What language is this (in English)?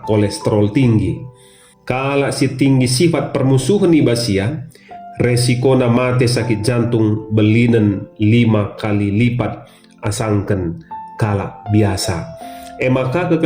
Batak Karo